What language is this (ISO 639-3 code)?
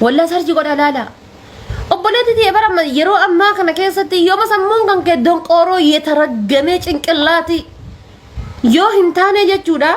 orm